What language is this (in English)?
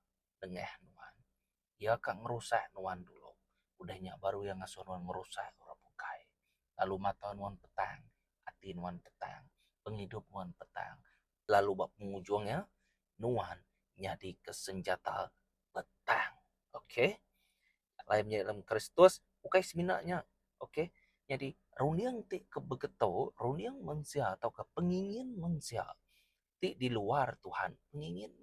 Iban